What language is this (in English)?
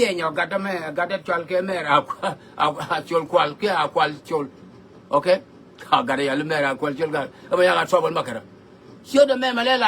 Nuer